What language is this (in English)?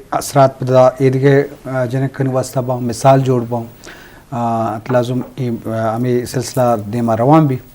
Eastern Balochi